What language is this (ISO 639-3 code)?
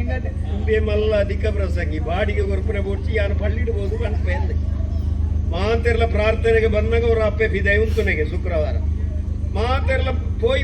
tcy